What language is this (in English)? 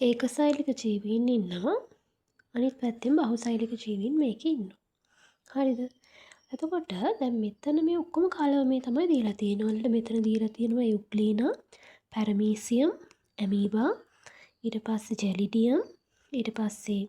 Sinhala